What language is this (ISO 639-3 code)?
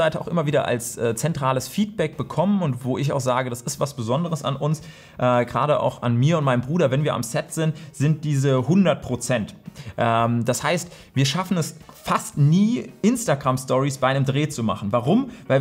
deu